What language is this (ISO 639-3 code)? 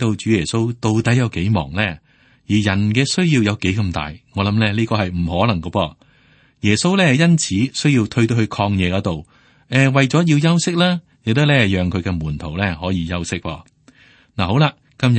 yue